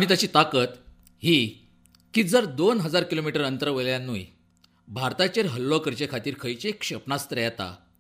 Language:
Konkani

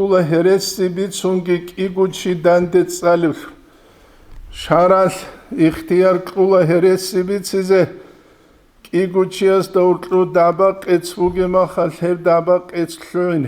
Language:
Avaric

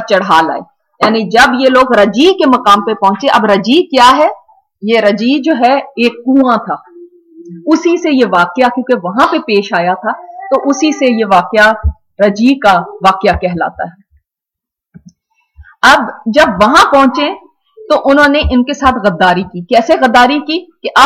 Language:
Urdu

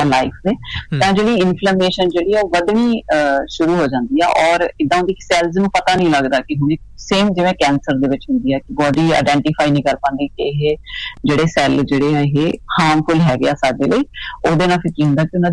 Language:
Punjabi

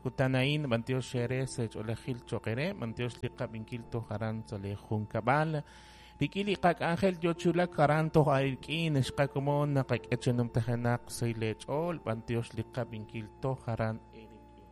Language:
Kekchí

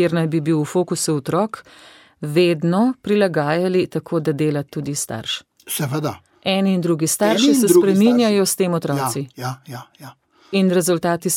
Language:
Slovenian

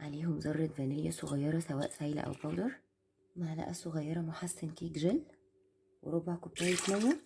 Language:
Egyptian Arabic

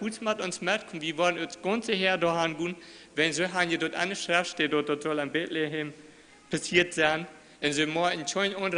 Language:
Plautdietsch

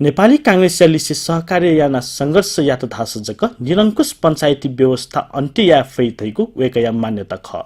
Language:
Newari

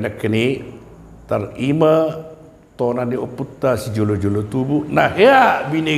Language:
Batak Toba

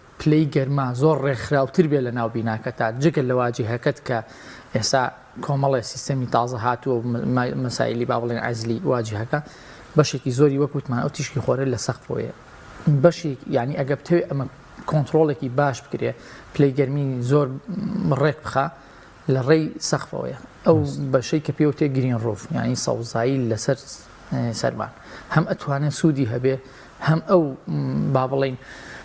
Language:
Central Kurdish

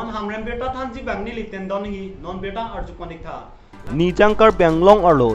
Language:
Karbi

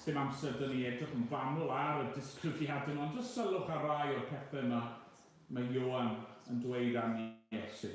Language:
Welsh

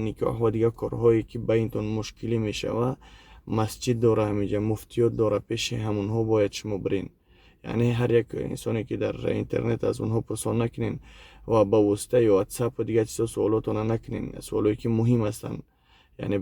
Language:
Tajik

